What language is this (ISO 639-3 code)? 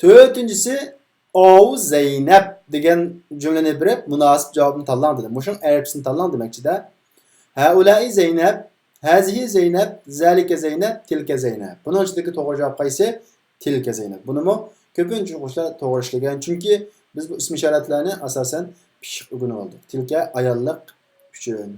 uig